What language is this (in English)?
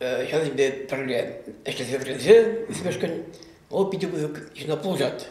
Chuvash